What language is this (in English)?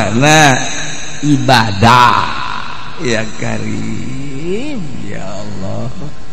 Sundanese